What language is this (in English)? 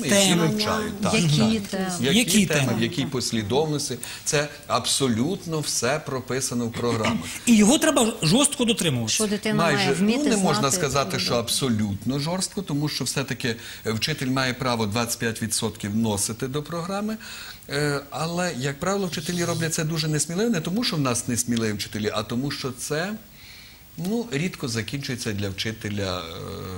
Ukrainian